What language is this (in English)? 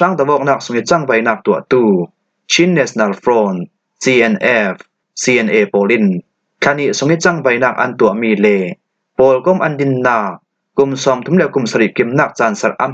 Falam Chin